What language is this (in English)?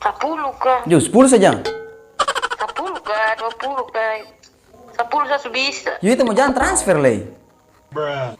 Ambonese Malay